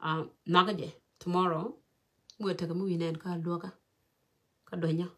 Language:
Nuer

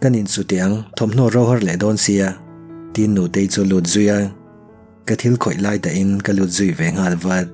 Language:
Mizo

